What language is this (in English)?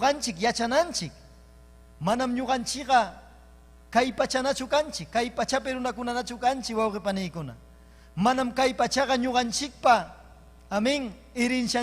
Ayacucho Quechua